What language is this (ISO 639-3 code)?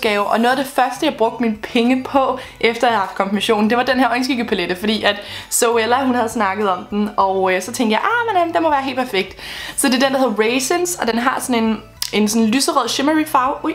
dan